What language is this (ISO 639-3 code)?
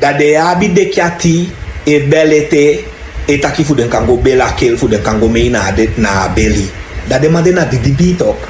srn